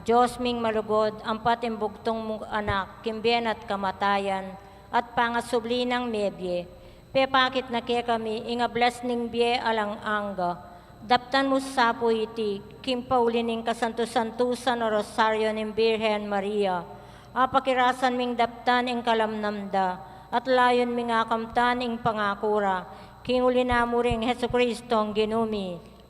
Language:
Pampanga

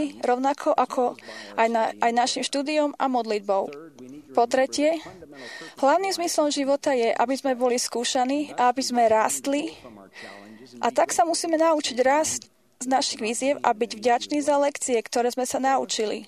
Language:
Slovak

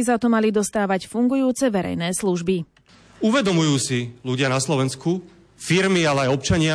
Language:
Slovak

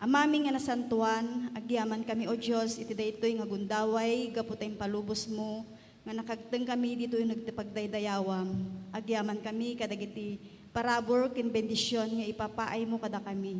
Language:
Iloko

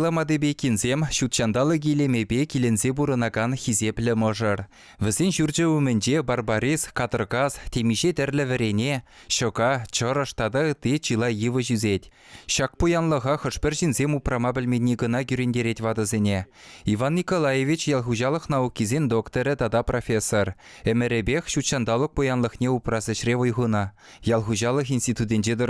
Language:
Chuvash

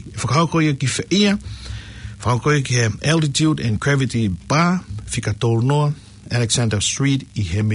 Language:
Tongan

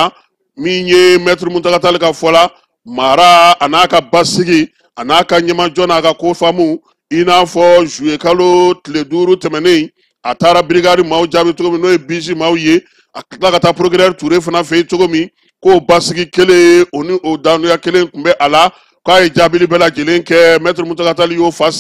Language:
Bambara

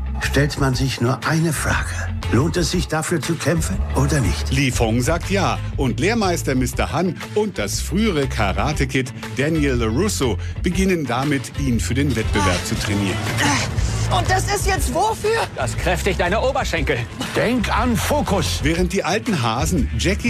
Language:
German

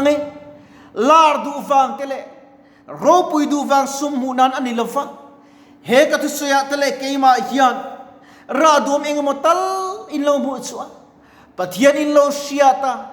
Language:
Mizo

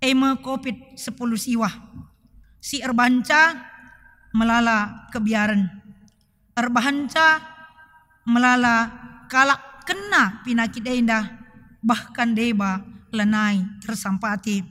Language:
Batak Karo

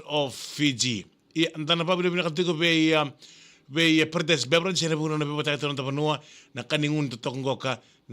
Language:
Fijian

